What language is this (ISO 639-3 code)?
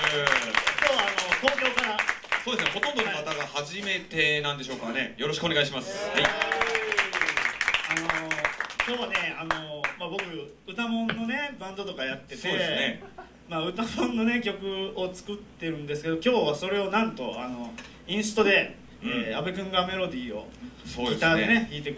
jpn